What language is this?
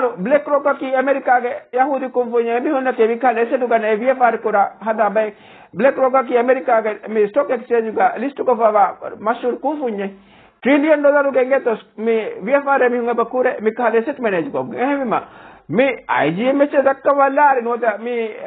Divehi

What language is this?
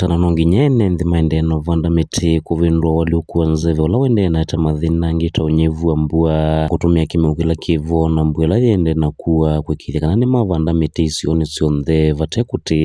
Kamba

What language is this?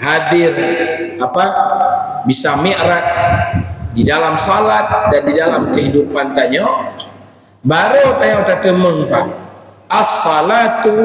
Achinese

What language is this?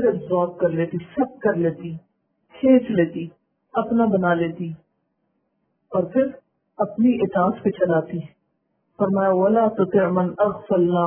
Urdu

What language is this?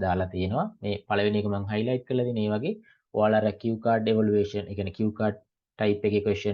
Sinhala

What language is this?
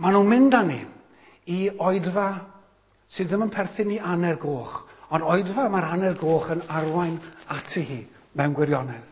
Welsh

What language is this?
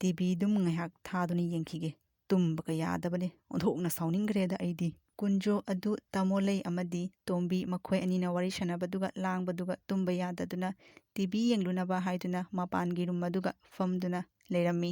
Manipuri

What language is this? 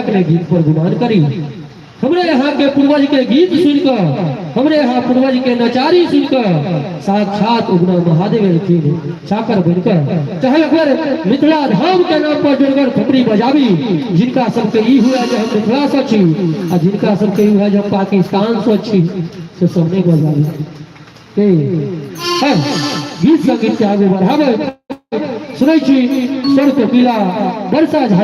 Maithili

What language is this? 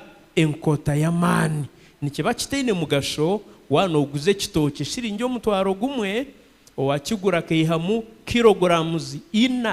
Nyankole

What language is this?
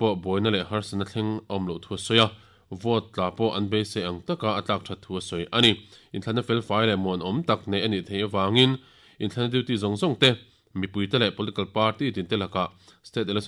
Mizo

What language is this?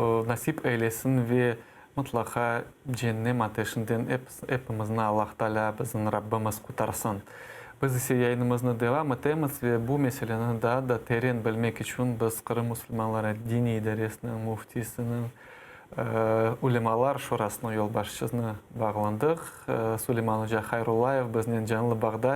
Crimean Tatar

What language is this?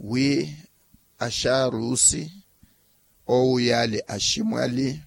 Makhuwa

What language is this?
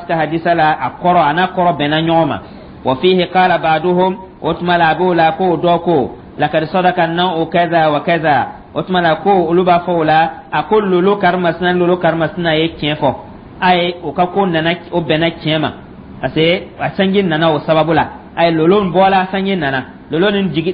Dyula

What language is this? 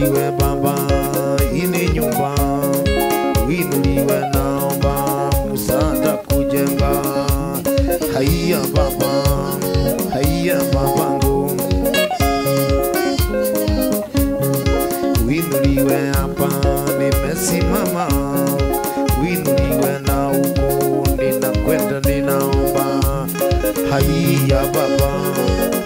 Swahili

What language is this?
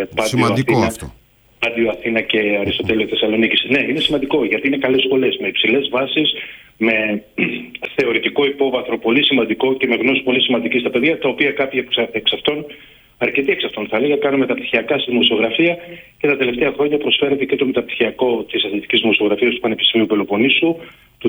Greek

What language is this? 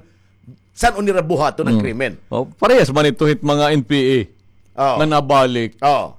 Waray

